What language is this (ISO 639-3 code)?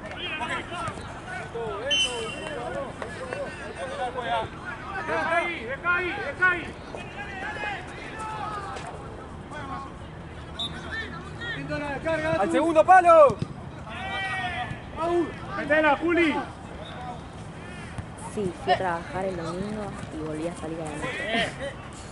spa